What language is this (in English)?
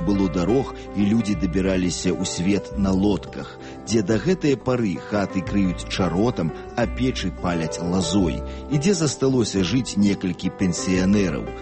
Belarusian